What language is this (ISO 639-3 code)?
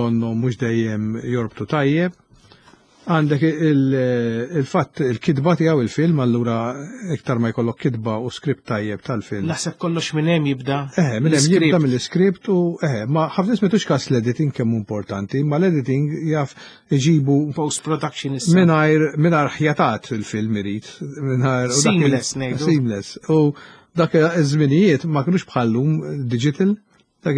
mlt